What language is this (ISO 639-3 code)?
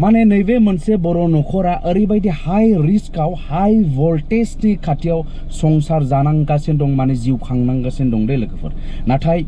brx